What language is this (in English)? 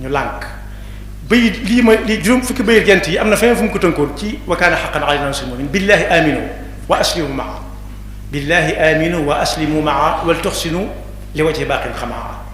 Wolof